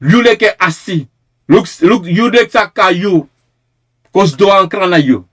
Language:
Sranan Tongo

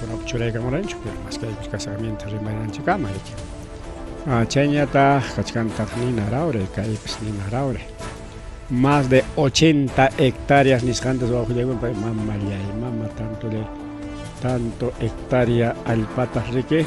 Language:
Ayacucho Quechua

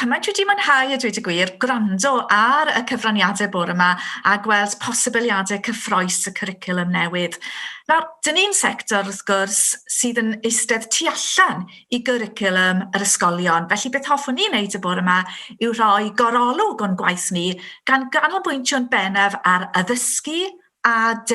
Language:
Welsh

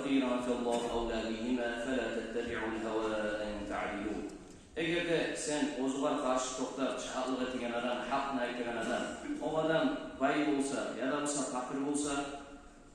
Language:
Kumyk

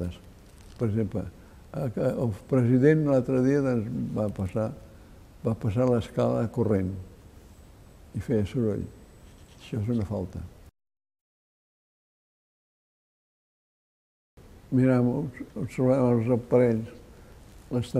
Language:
Catalan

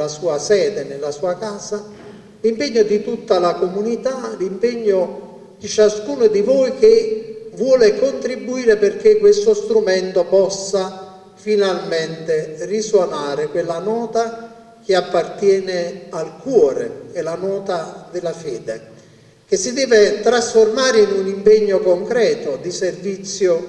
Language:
Italian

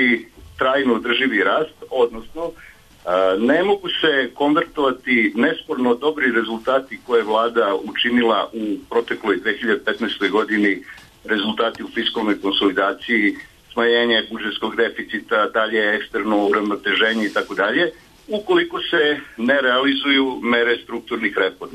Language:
Serbian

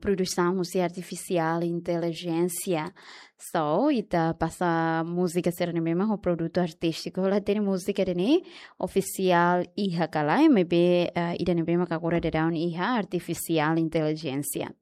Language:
Tetum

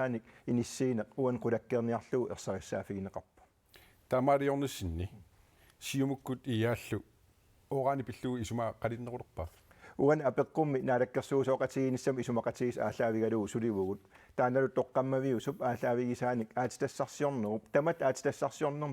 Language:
Kalaallisut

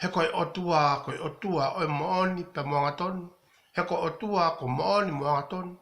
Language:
Tongan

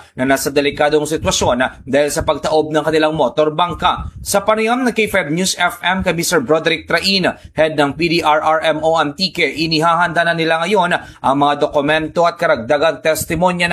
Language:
Filipino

